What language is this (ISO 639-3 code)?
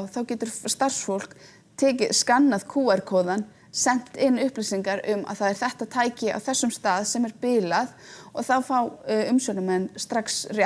isl